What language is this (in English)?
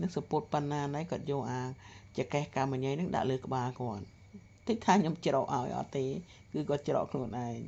Khmer